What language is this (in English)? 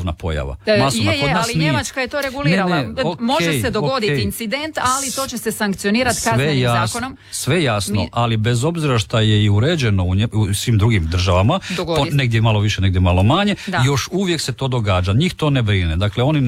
Croatian